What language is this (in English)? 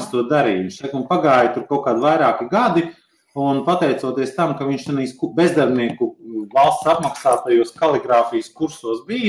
Latvian